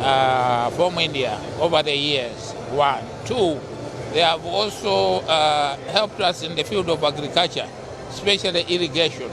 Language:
English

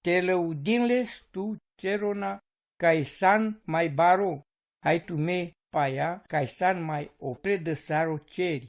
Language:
Romany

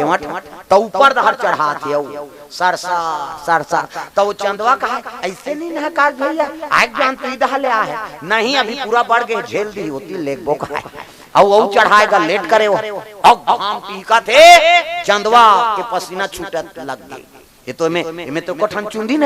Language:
Chhattisgarhi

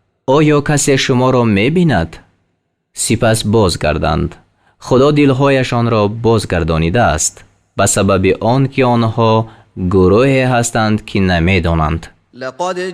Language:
Tajik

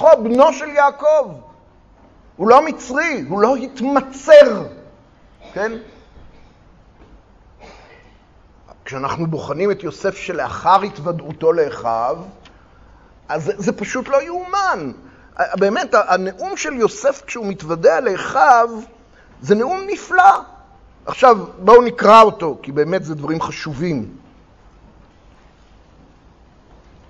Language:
Hebrew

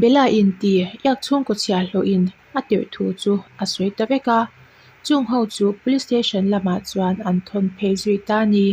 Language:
Mizo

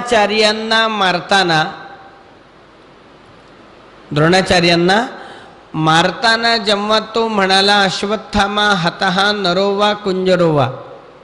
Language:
Marathi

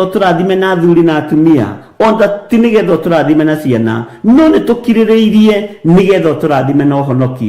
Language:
Kikuyu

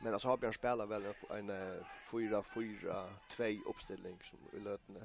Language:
Faroese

